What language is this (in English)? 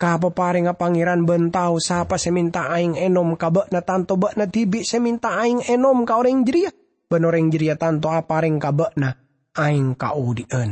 Madurese